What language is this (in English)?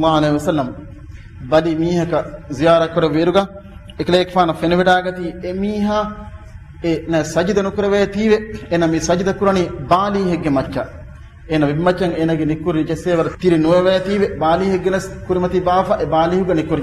Divehi